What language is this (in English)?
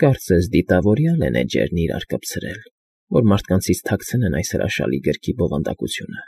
Armenian